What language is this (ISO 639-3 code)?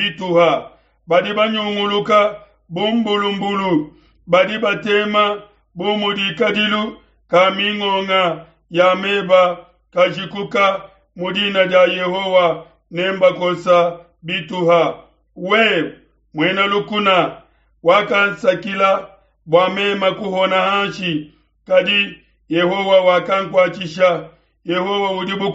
lua